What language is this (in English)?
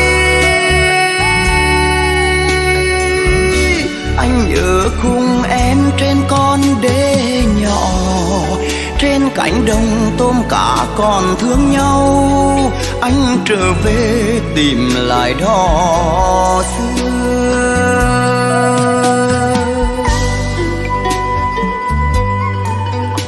Vietnamese